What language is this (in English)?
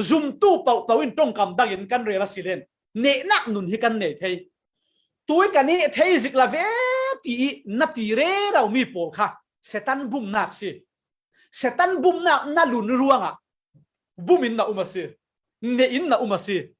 Falam Chin